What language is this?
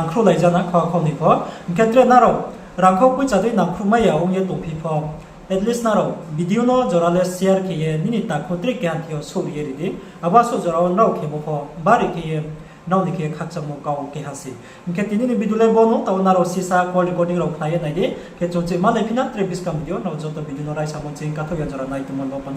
Riang (India)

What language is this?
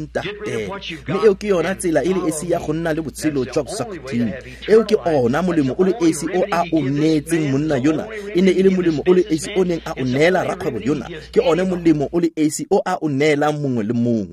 Tswana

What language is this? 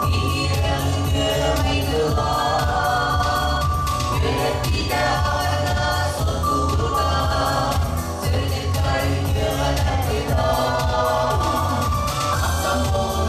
Yakut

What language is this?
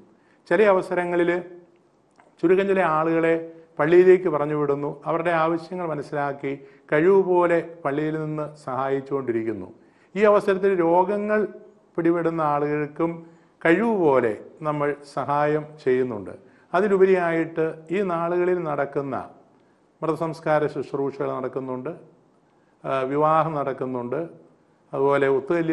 Malayalam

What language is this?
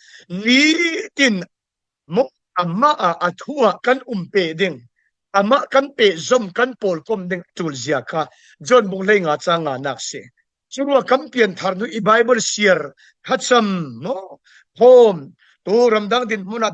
Falam Chin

